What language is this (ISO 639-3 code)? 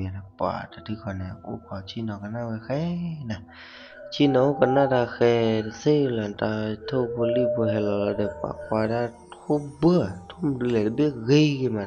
ksw